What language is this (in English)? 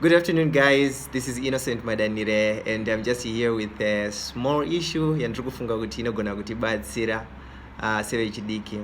Shona